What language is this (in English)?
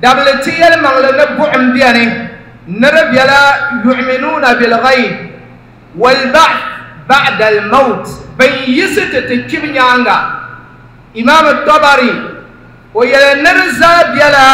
Dagbani